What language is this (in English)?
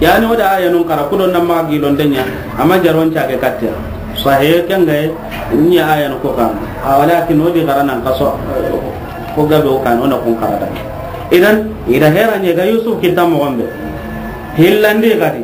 Soninke